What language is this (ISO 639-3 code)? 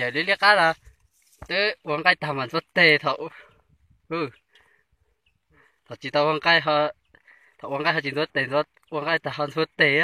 hmn